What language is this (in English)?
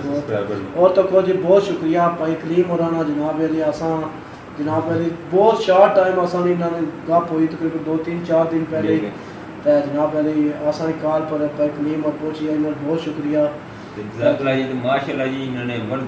Pahari-Potwari